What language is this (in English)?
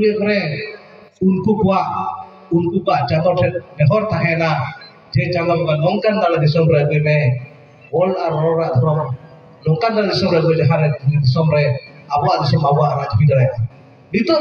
Santali